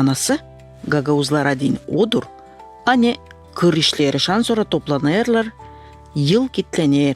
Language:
Gagauz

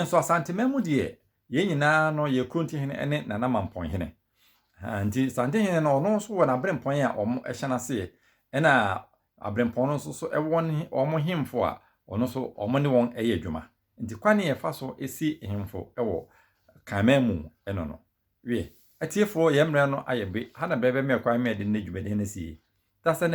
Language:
Akan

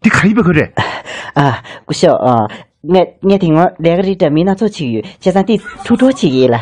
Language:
Tibetan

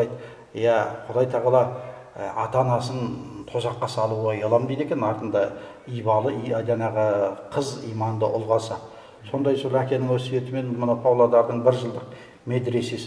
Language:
Kazakh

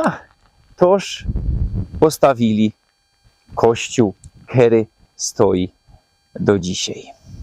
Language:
Silesian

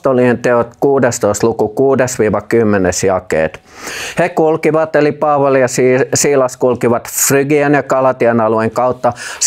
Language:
Finnish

